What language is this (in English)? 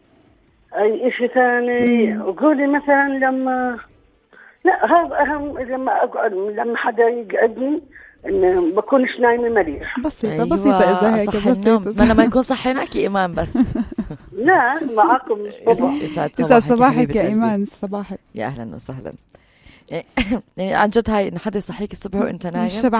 North Levantine Arabic